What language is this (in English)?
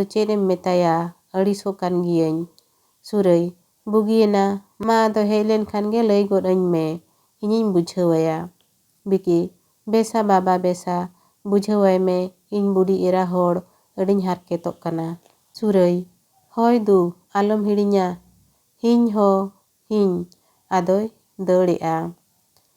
Santali